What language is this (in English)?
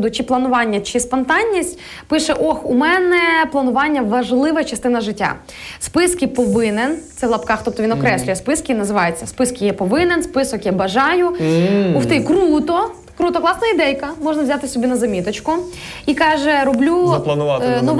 Ukrainian